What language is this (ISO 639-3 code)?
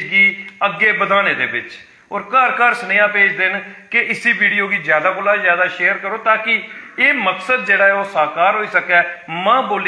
doi